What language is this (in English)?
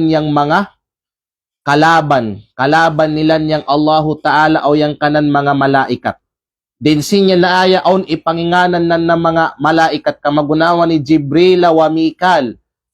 Kalagan